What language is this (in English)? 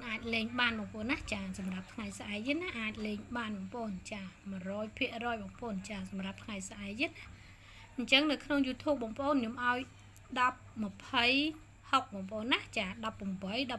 Khmer